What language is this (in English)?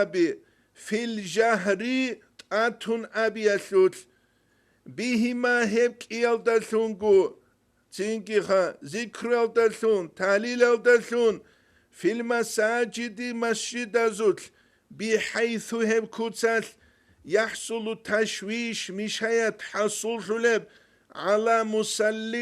Avaric